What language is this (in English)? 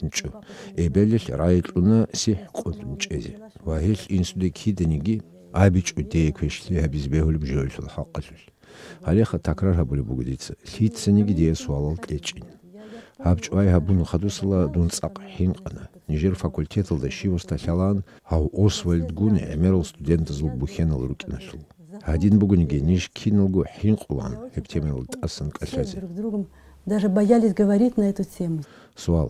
Avaric